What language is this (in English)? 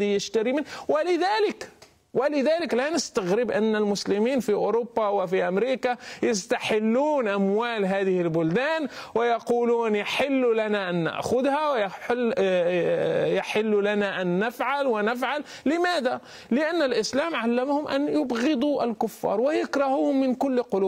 Arabic